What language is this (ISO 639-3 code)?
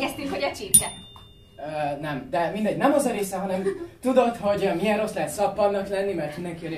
hun